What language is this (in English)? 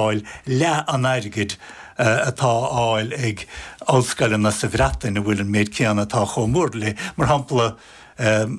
Irish